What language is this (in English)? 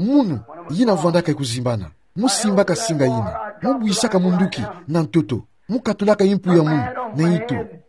Kituba (Democratic Republic of Congo)